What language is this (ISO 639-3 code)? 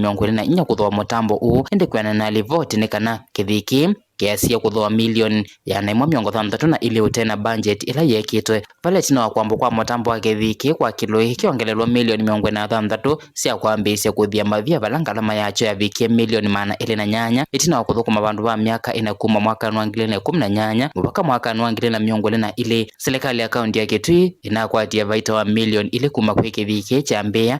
kam